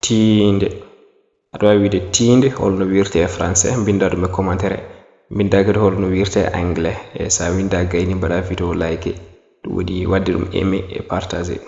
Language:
Fula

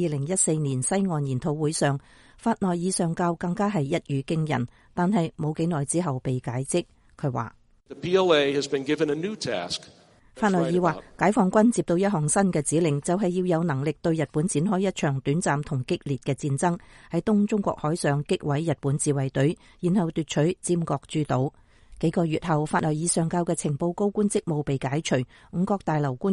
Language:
Cantonese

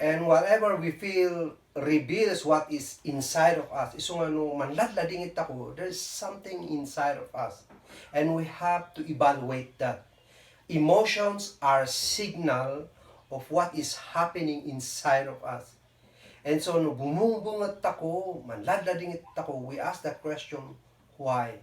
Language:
Kankanaey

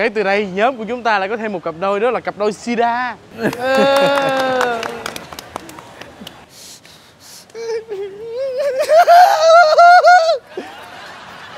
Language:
Vietnamese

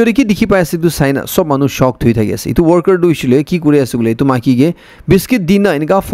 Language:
Naga Pidgin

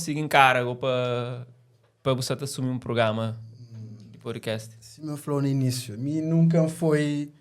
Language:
Kabuverdianu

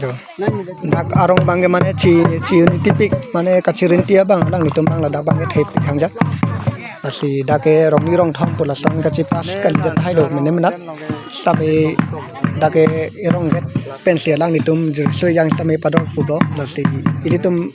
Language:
Karbi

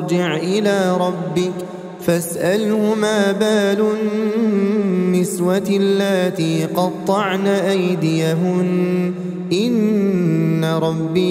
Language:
Arabic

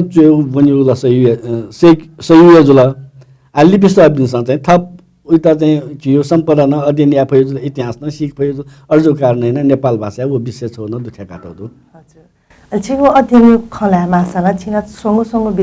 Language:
Newari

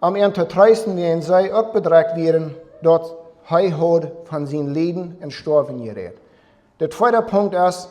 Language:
Plautdietsch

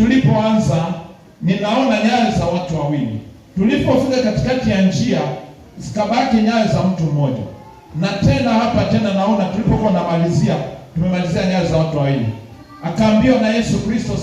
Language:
Swahili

